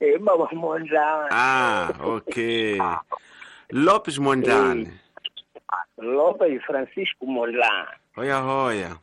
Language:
Tsonga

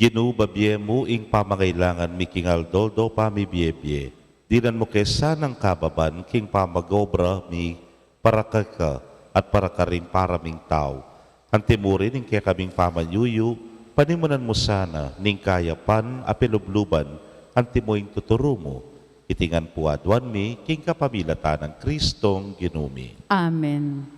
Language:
Pampanga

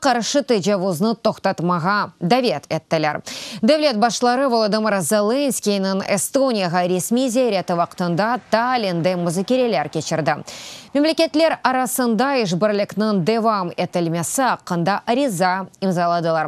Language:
Crimean Tatar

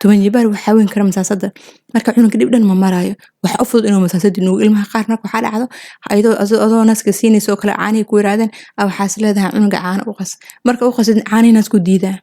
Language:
Somali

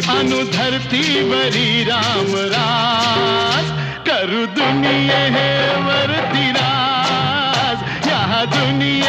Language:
Marathi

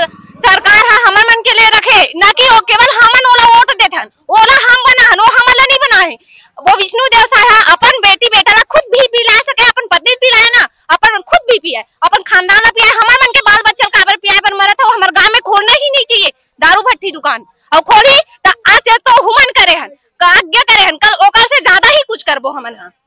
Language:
Chhattisgarhi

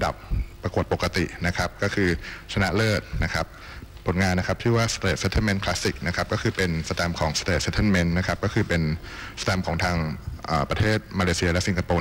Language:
Thai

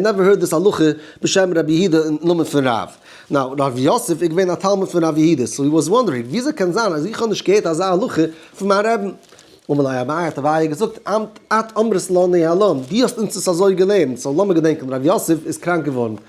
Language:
Yiddish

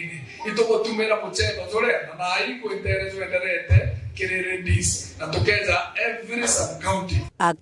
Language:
Meru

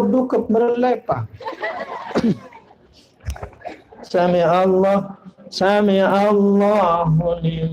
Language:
Sasak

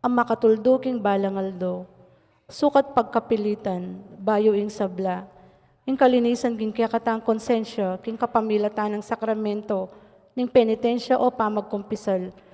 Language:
Pampanga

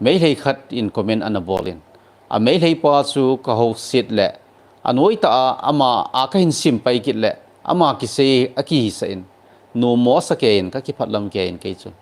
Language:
Thado Chin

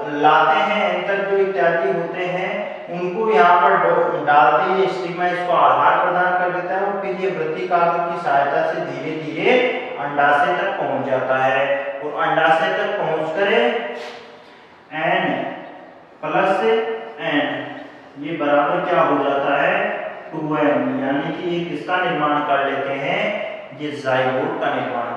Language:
Hindi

